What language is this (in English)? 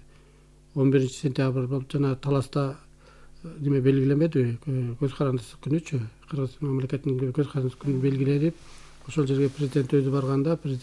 Kyrgyz